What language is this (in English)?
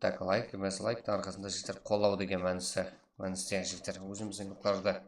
Kara-Kalpak